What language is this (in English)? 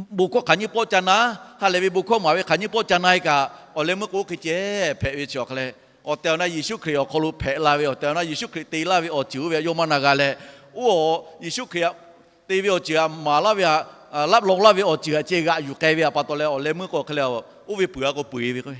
Lahu